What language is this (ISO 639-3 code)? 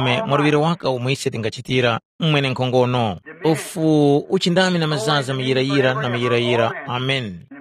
tum